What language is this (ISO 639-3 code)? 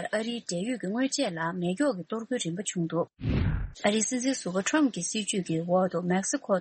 bod